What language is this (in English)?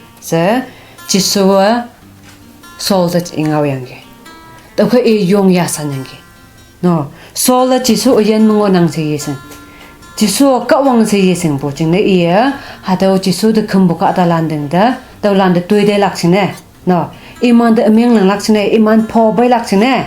Konyak Naga